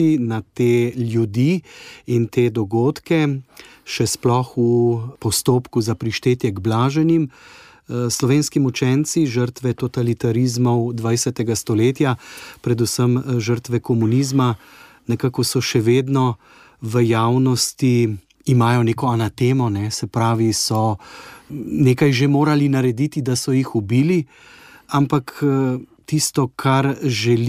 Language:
Slovenian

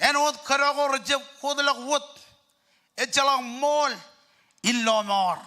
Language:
Marshallese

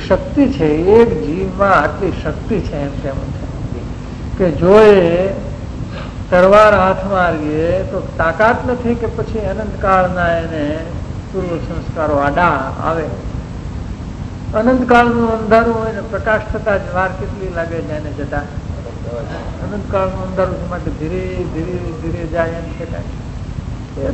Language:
Gujarati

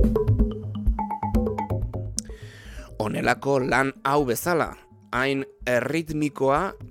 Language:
Basque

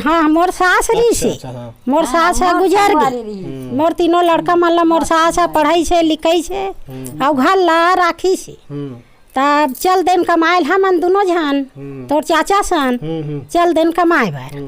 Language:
Chhattisgarhi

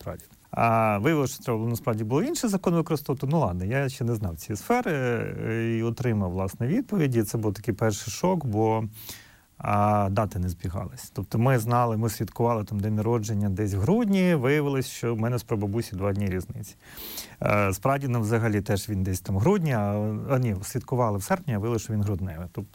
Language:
Ukrainian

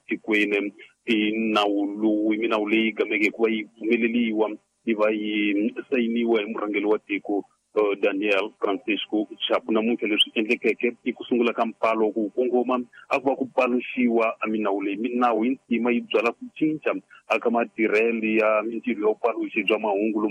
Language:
Tsonga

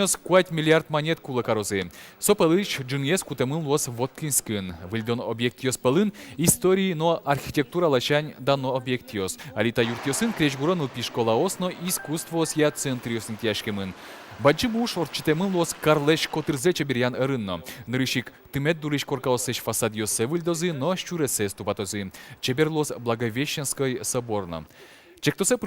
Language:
Udmurt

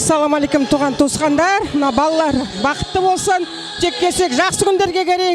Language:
Kara-Kalpak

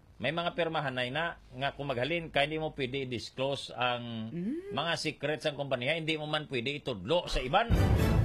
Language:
Hiligaynon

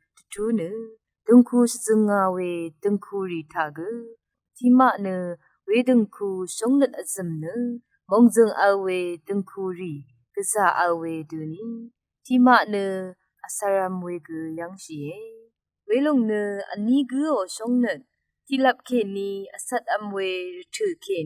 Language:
Rawang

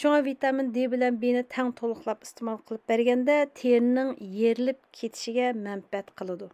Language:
Uyghur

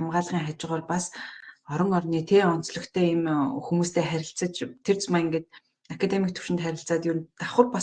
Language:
Mongolian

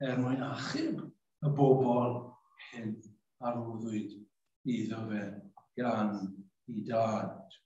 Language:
Welsh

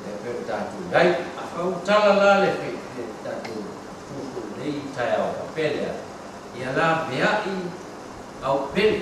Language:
Samoan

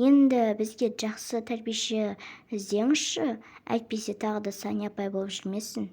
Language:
Kazakh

